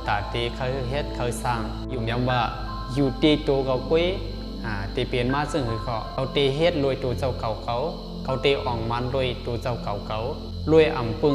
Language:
Shan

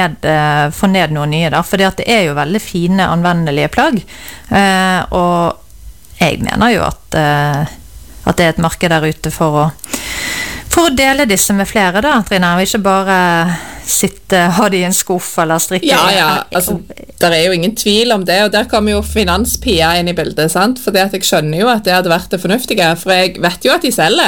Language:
Norwegian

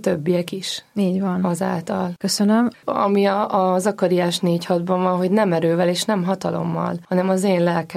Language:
Hungarian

